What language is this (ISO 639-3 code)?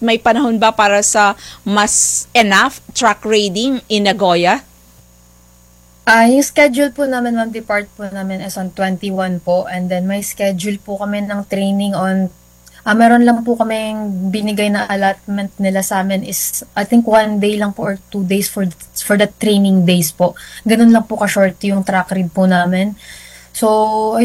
fil